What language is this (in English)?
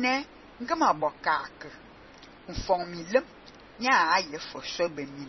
Fang